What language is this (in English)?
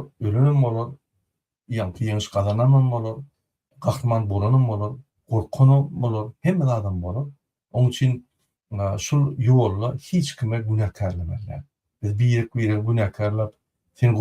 Turkmen